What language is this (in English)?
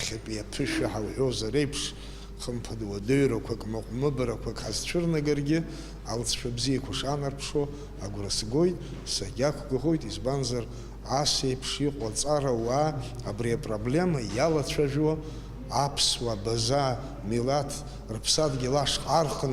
Abkhazian